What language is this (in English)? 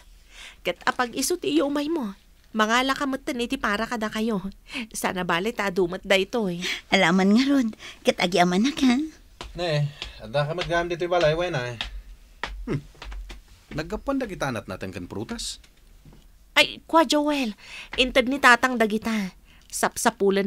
Iloko